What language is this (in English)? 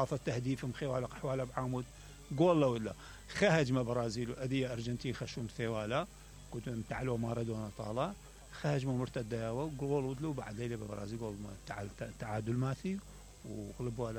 Mesopotamian Arabic